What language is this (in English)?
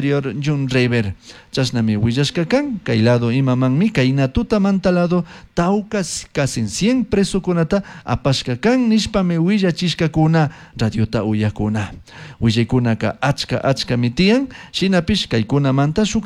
Chimborazo Highland Quichua